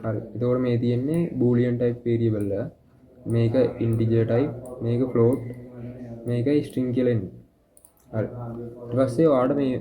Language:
Sinhala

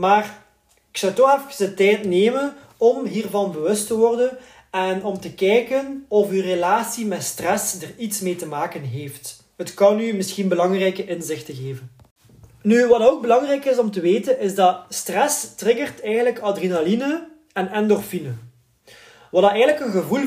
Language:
Dutch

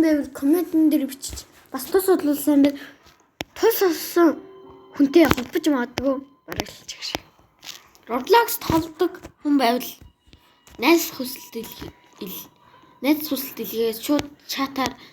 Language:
Mongolian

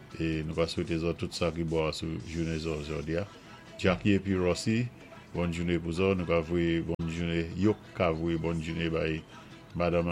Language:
Saint Lucian Creole French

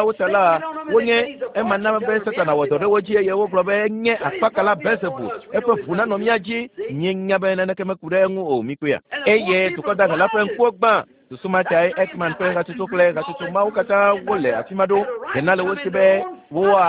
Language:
Ewe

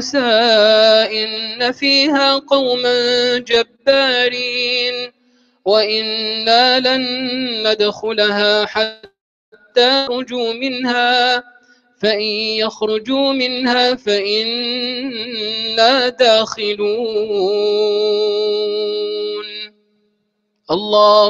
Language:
Arabic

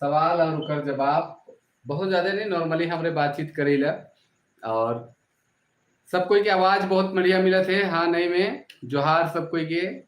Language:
Sadri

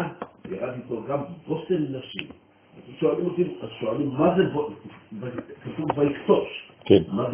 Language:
Hebrew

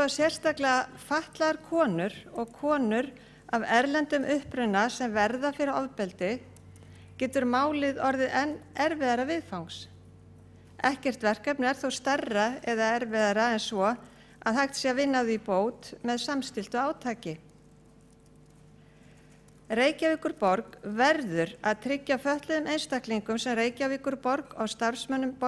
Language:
Icelandic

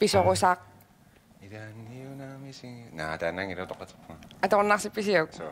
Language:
Kalaallisut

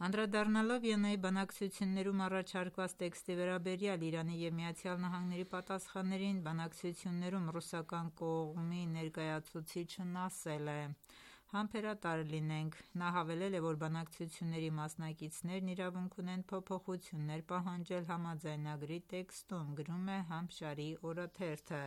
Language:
Armenian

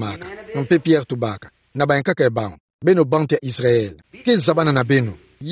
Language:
Kituba (Democratic Republic of Congo)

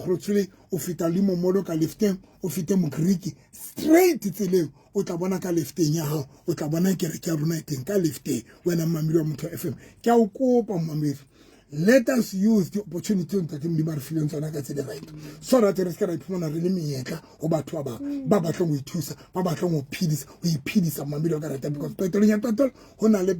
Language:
Southern Sotho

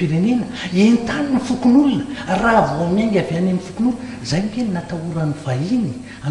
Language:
Malagasy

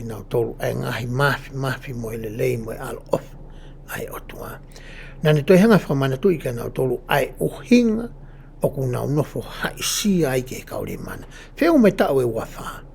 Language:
Tongan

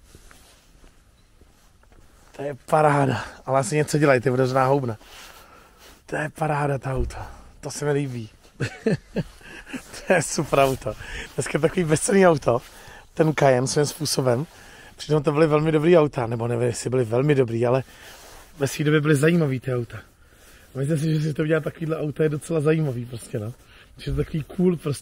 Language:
Czech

